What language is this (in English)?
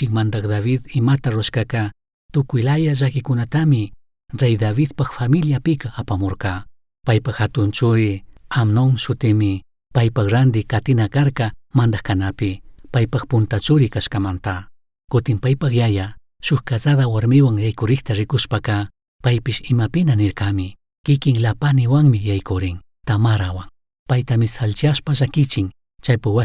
Chimborazo Highland Quichua